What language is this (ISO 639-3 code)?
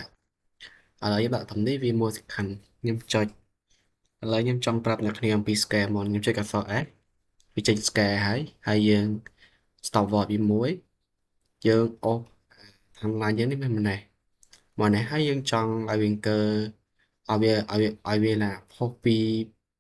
khm